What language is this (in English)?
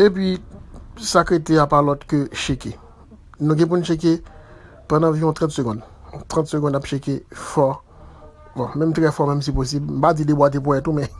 Haitian Creole